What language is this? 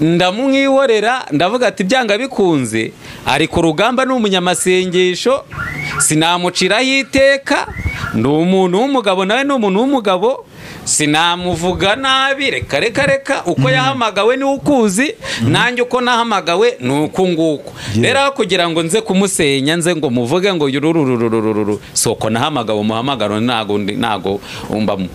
Kinyarwanda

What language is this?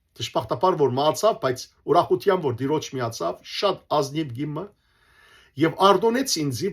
Western Armenian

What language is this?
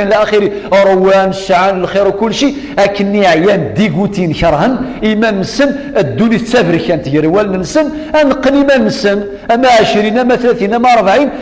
Kabyle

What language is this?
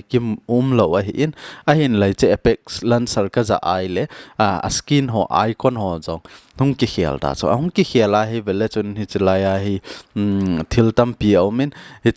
Thado Chin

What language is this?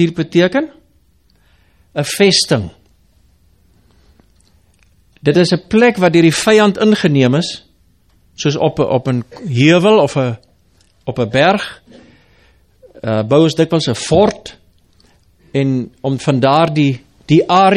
Afrikaans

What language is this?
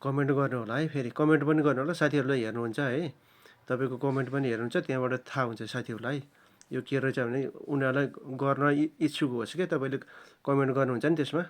Nepali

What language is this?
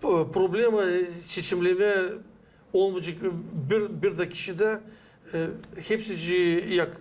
Gagauz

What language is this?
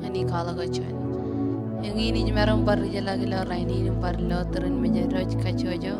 Marshallese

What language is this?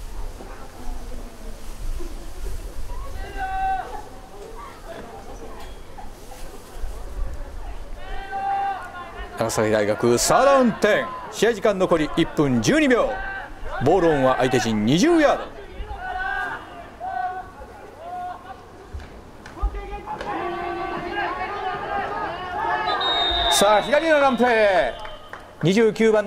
Japanese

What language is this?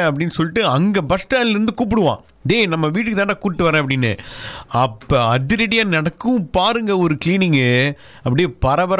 Tamil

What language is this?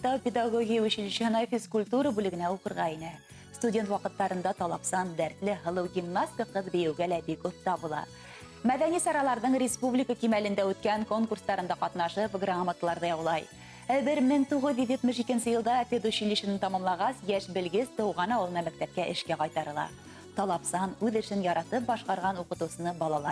Bashkir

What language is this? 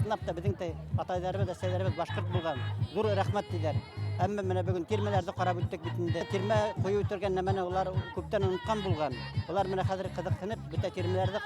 Bashkir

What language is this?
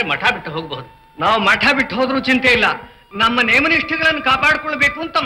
Kannada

